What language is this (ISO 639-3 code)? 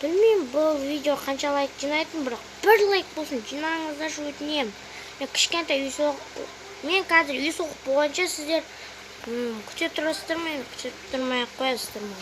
kaz